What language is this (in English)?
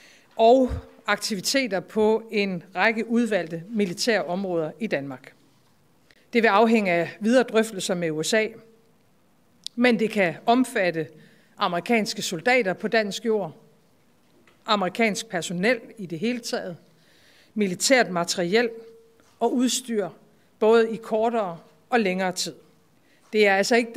Danish